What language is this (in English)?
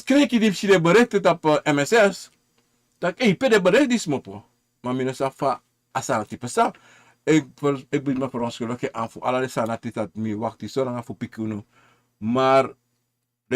Sranan Tongo